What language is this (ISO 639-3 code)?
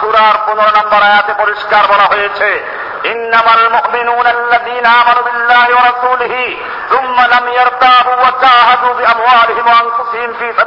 ben